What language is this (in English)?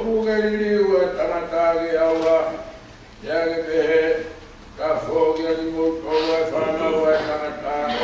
Tongan